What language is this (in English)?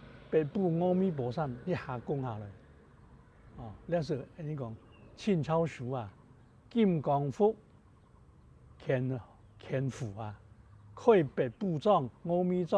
Hakka Chinese